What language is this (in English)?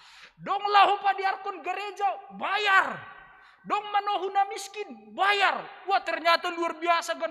Batak Simalungun